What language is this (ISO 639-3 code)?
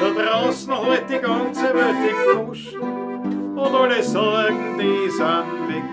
bar